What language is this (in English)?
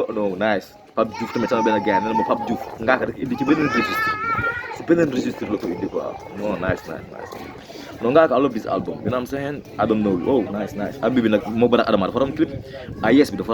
Wolof